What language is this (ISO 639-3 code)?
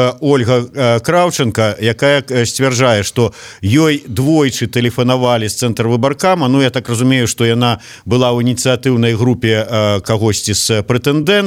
bel